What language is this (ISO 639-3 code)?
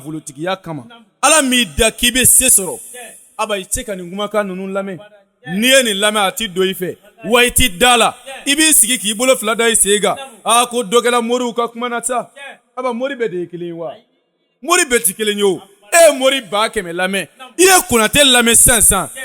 bam